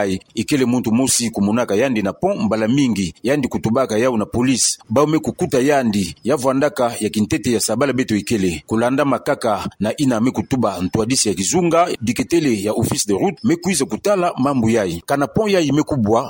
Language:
Kituba (Democratic Republic of Congo)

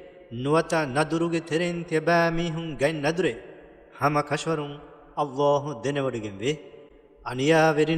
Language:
Divehi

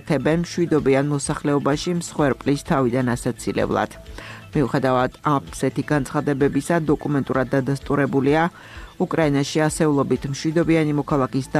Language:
Georgian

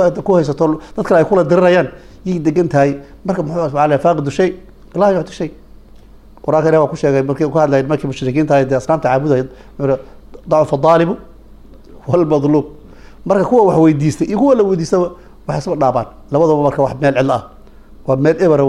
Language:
Somali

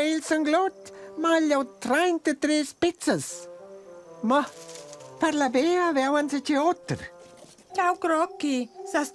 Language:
Romansh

